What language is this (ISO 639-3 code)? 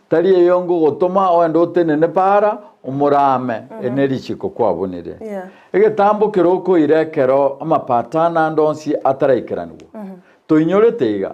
guz